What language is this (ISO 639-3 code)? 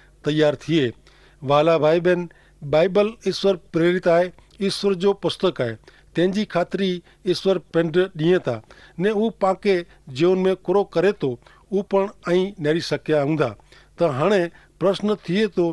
kfr